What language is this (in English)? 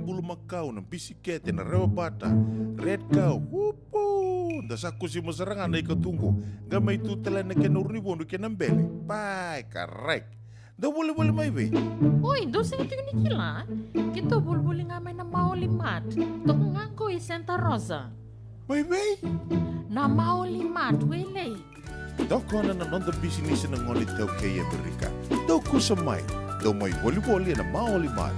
Fijian